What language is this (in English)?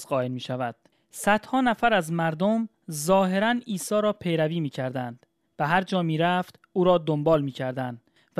Persian